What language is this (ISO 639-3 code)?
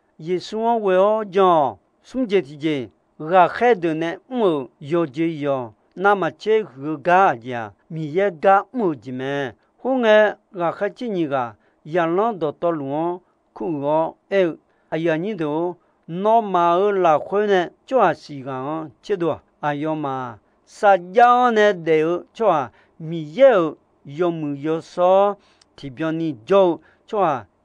ahk